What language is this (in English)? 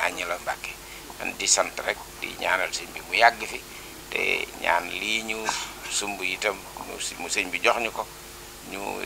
Wolof